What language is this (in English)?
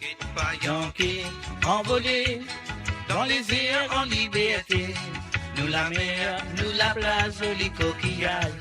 Morisyen